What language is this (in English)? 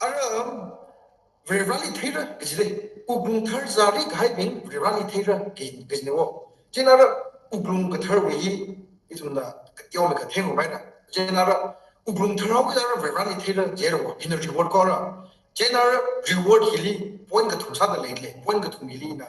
Tangkhul Naga (India)